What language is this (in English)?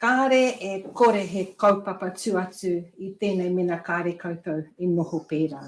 Māori